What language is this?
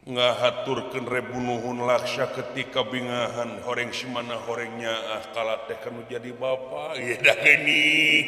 Sundanese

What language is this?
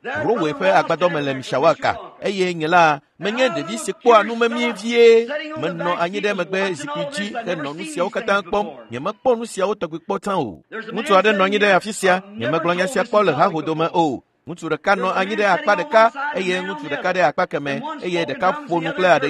Ewe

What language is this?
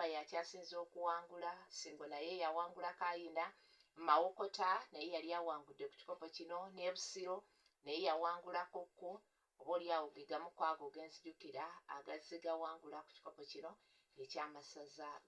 Ganda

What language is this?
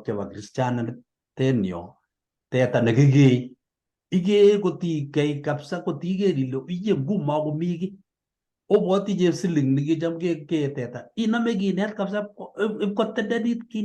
Kalenjin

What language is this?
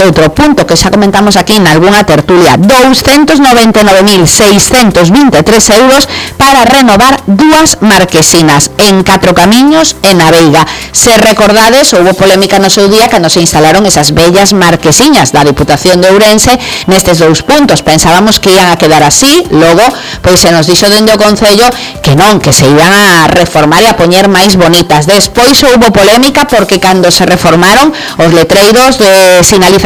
Galician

